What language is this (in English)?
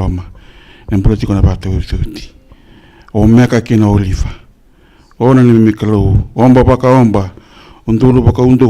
Fijian